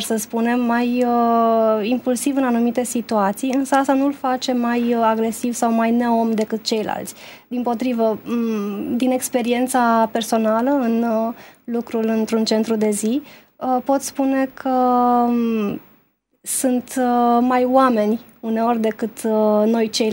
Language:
Romanian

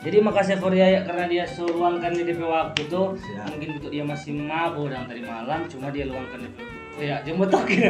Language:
Manado Malay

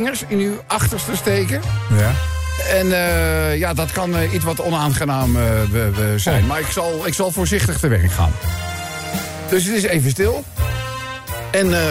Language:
Dutch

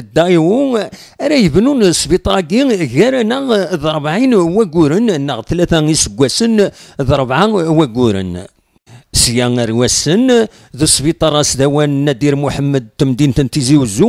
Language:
Kabyle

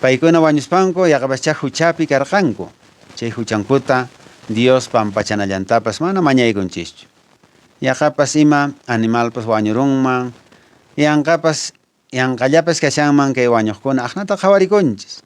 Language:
Quechua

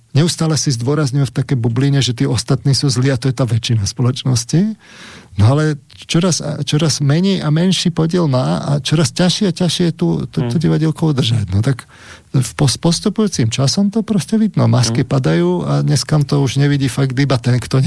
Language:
Slovak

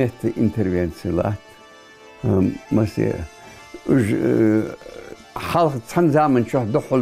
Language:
Ingush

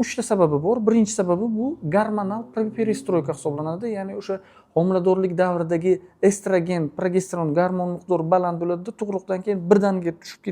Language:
Uzbek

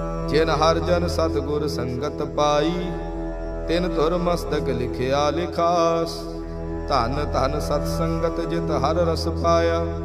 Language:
Punjabi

